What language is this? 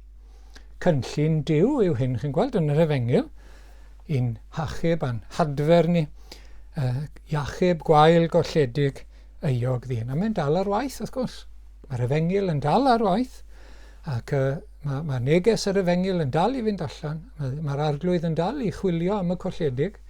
Welsh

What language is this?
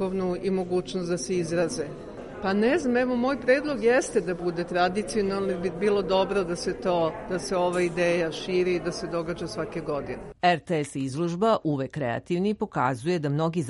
Serbian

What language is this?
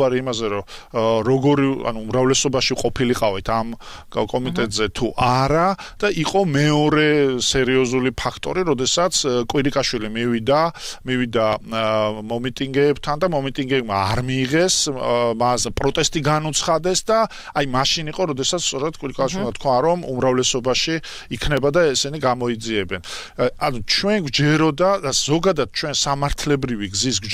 Georgian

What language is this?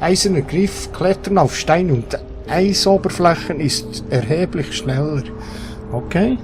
Swiss German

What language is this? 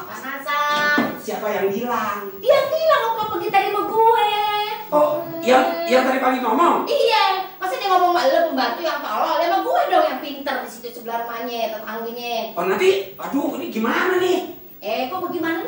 Betawi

